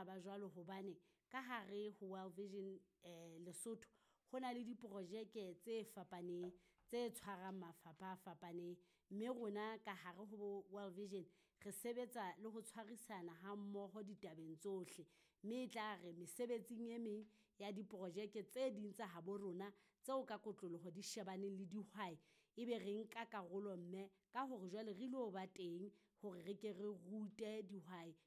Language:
Southern Sotho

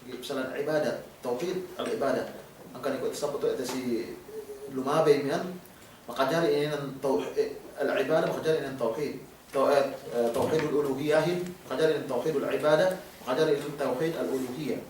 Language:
Yakan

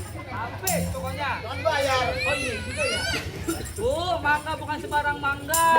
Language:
Betawi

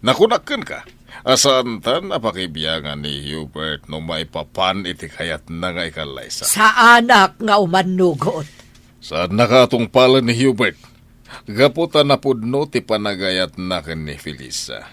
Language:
Iloko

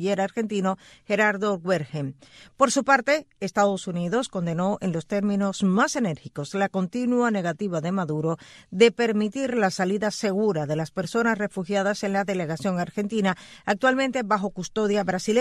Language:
Spanish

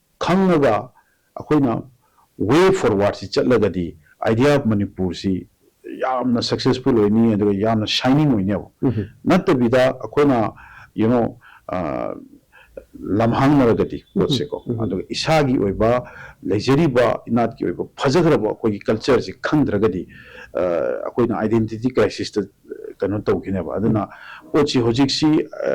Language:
Manipuri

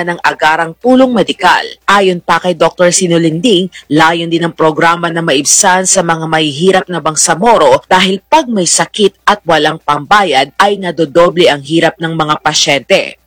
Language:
Filipino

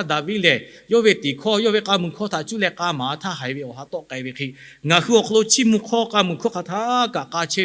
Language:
Lahu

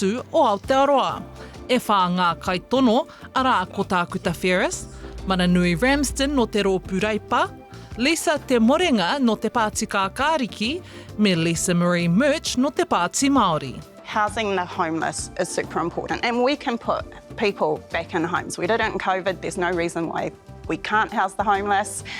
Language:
Māori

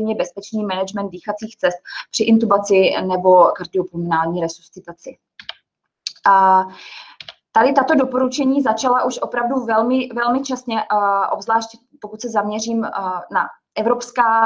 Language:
Czech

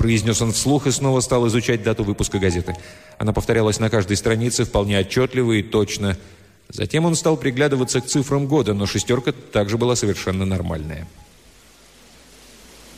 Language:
Russian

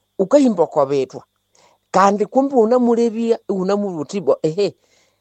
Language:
Nande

